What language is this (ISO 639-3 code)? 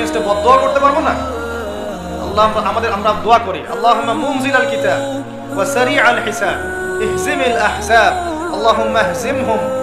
ben